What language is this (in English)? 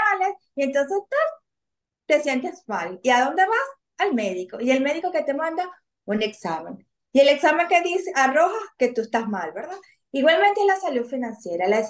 Spanish